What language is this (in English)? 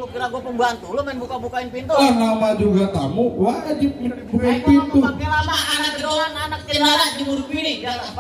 Betawi